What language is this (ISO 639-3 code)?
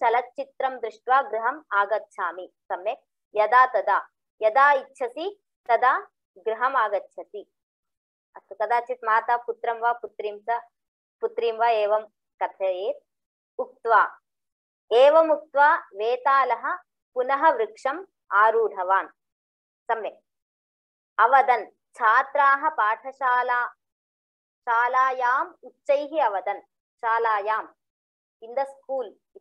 san